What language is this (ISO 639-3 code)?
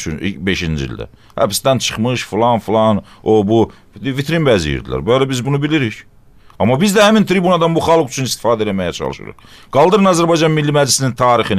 aze